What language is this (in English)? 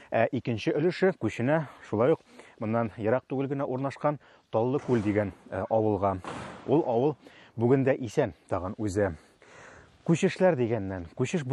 Tatar